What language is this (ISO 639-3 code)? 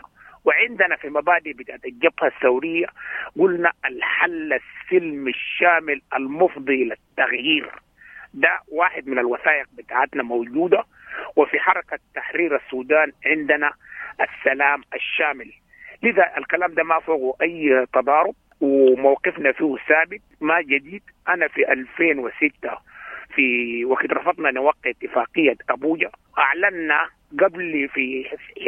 apd